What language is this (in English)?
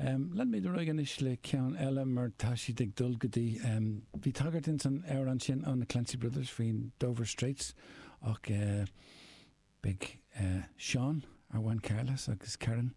Irish